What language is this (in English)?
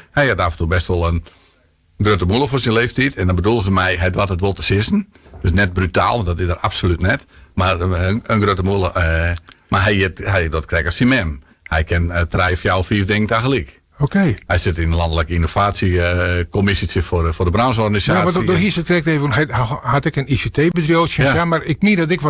Western Frisian